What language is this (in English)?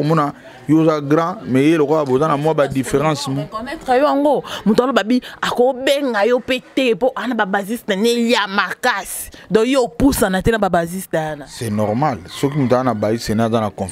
Lingala